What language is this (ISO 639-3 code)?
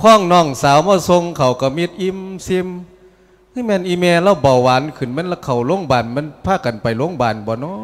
lao